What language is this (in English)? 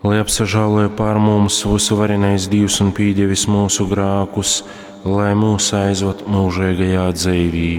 Latgalian